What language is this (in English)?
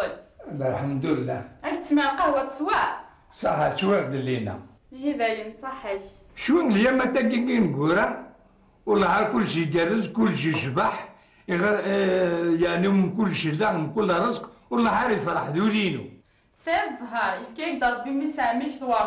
Kabyle